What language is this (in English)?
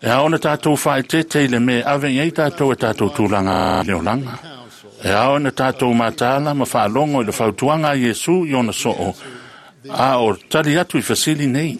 Samoan